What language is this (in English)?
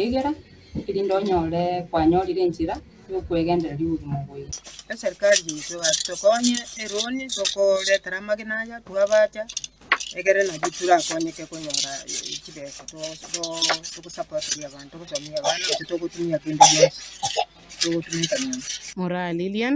Gusii